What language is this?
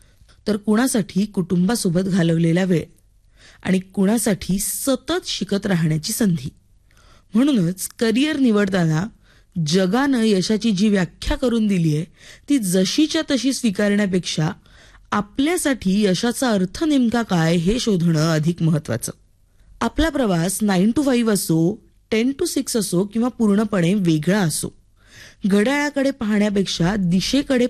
Marathi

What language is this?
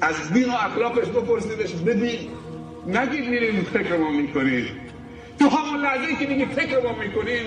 Persian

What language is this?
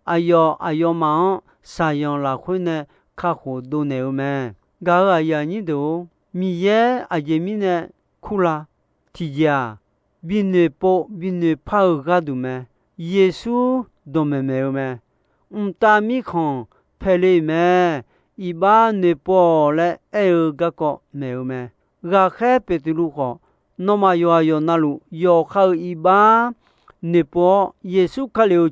Akha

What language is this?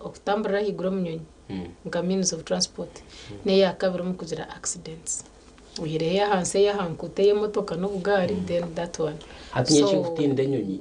Nyankole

